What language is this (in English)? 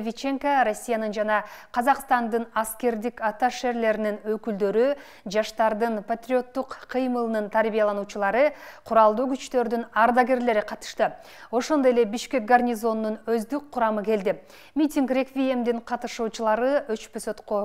Kyrgyz